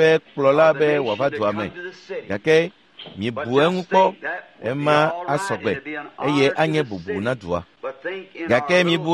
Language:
Ewe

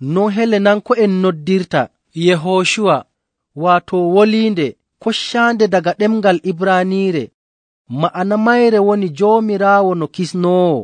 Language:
Nigerian Fulfulde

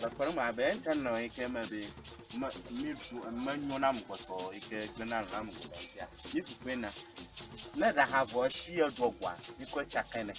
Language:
Ewe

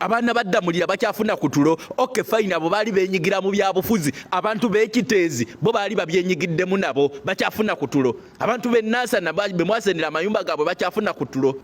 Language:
Ganda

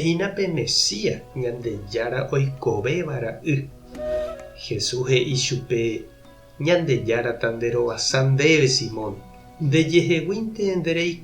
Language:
Guarani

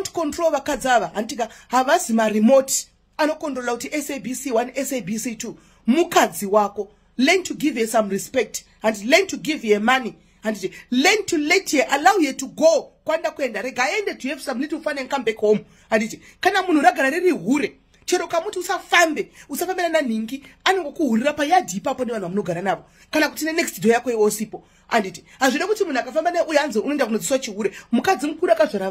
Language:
Shona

